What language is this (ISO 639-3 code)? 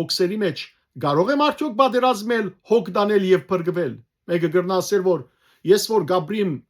hyw